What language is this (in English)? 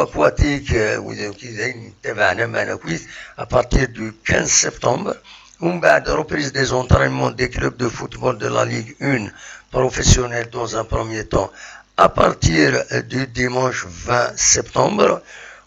Kabyle